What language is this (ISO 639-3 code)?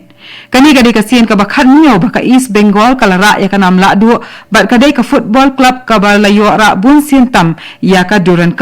kha